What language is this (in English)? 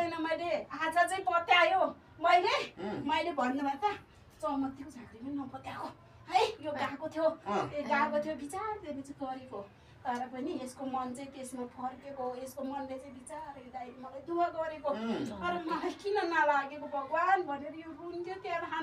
Nepali